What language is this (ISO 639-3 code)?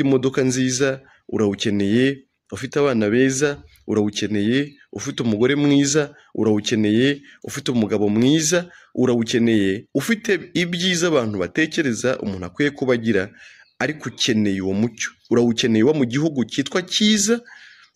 kin